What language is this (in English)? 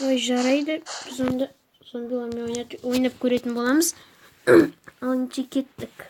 Kazakh